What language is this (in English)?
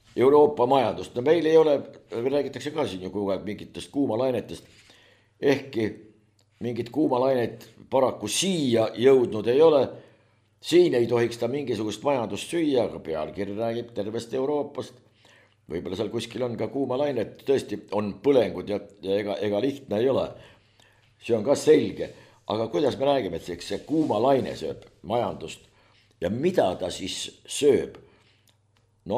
Estonian